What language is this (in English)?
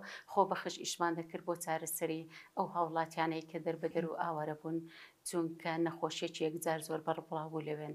Central Kurdish